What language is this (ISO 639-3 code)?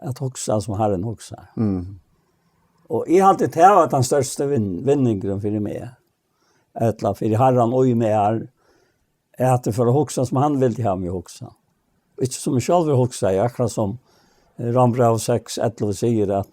fao